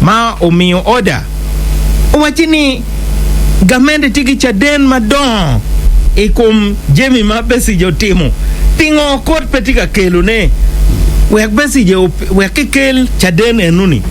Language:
Acoli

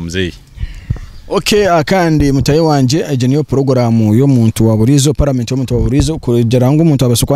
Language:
Nyankole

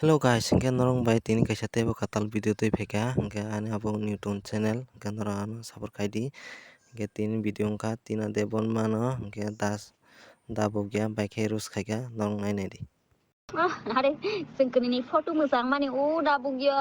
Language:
Kok Borok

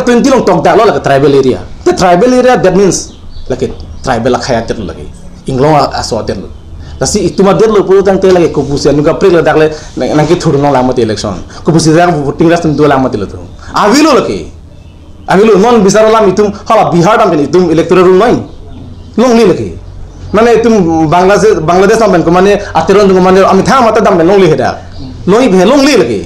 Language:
Karbi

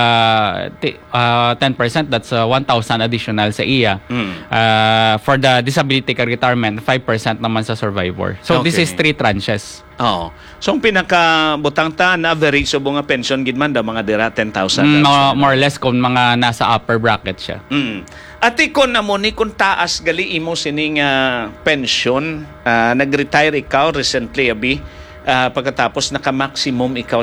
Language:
Hiligaynon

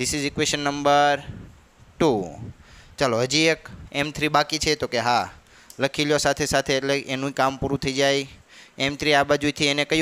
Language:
Gujarati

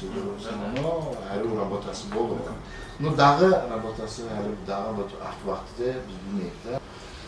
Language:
Kumyk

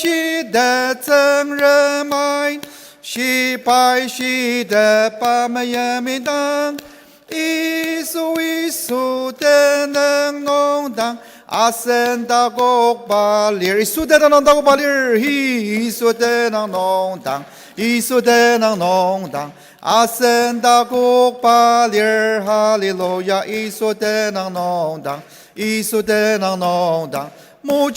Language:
Ao Naga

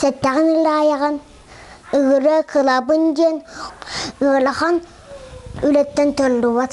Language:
Yakut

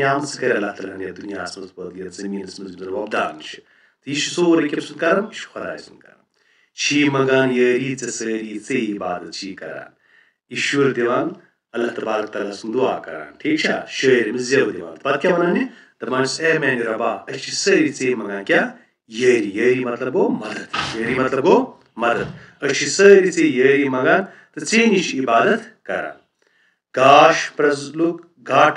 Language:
Kashmiri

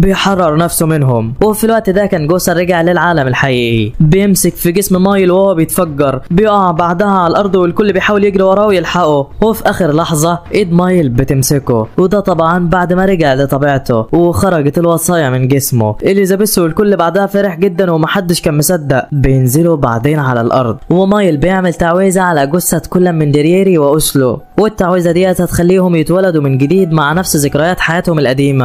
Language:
Egyptian Arabic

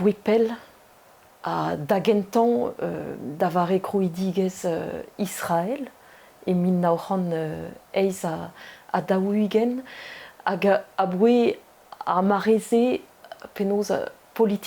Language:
Breton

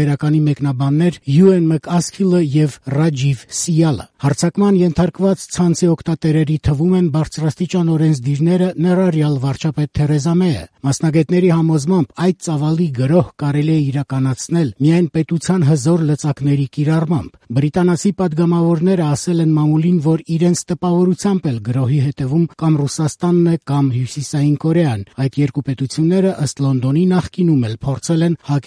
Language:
Armenian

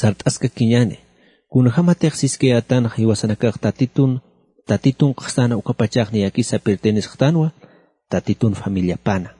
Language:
Aymara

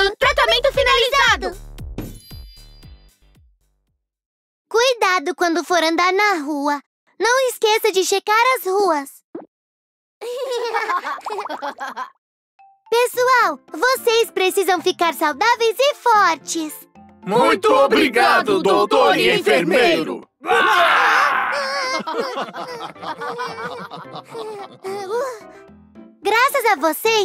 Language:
Portuguese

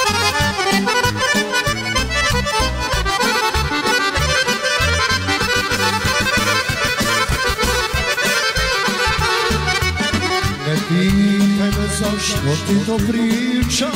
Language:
Serbian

